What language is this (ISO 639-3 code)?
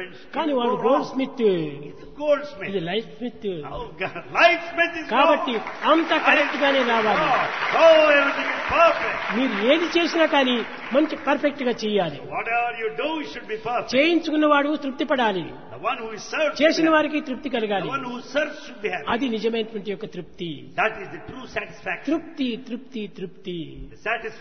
tel